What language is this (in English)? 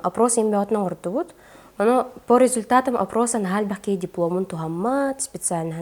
Yakut